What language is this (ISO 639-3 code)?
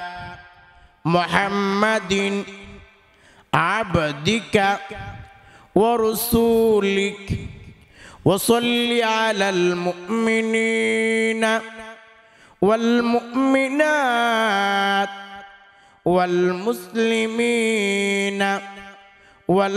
ben